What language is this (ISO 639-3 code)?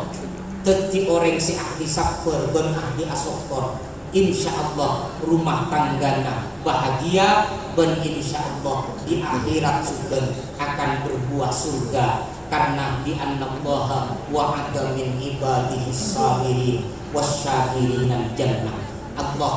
mad